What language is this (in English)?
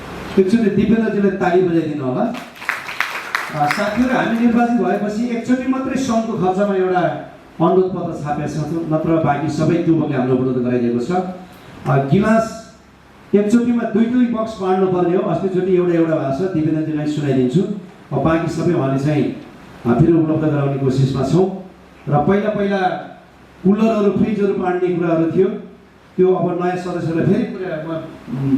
Nepali